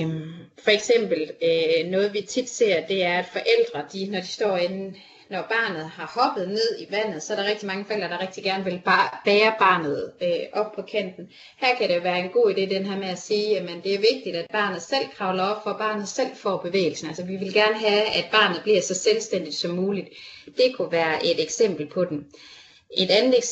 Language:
Danish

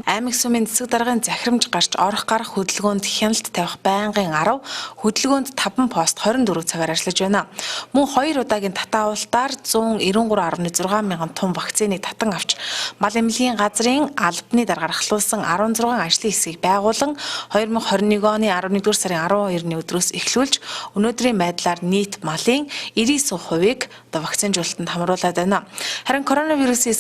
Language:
Mongolian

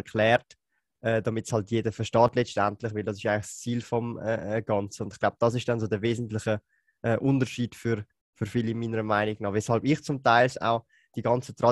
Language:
German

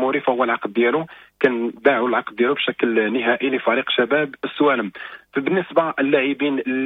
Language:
Moroccan Arabic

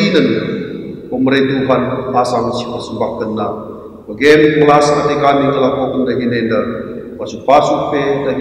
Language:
Batak Karo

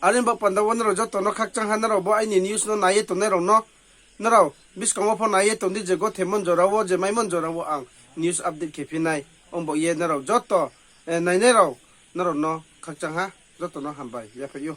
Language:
Riang (India)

